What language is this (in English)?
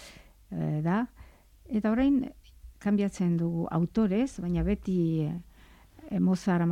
Basque